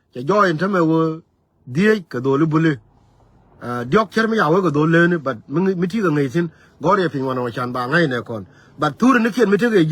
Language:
Nuer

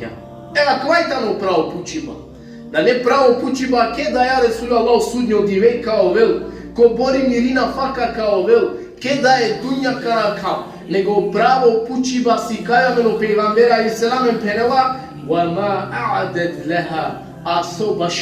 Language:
Balkan Romani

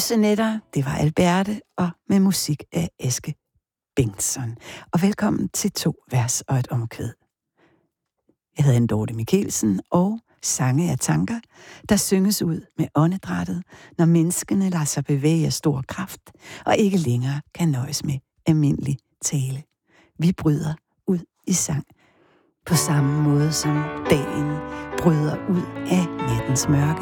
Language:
Danish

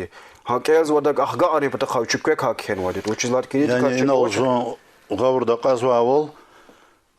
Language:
Lezghian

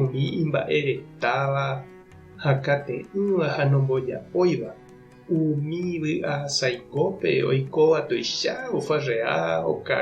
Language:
Guarani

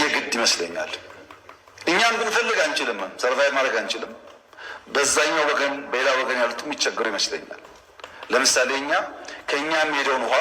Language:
Amharic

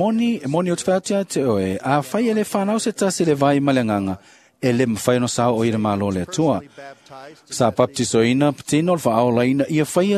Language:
Samoan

